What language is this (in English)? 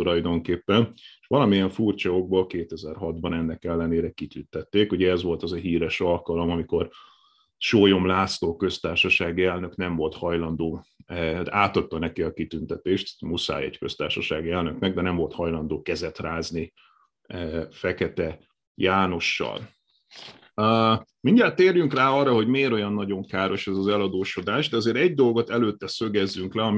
Hungarian